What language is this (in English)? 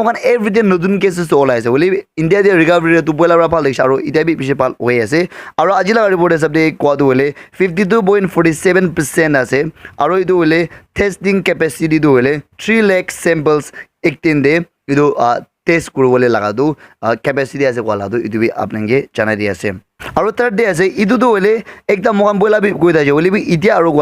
Naga Pidgin